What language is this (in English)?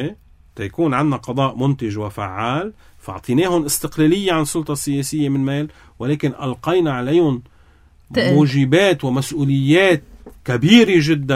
North Levantine Arabic